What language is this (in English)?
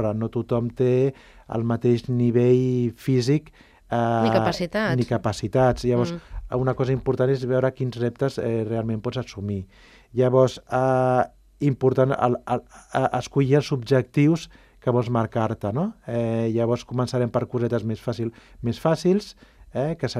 Catalan